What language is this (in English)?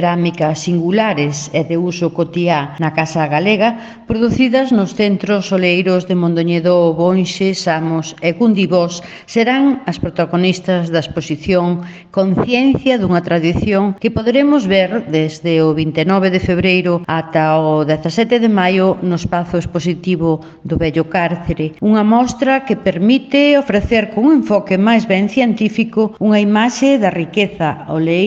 Galician